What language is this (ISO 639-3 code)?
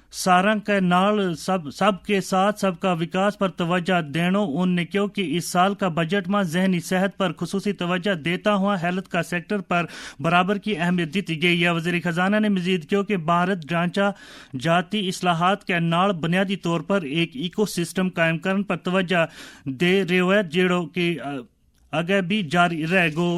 gju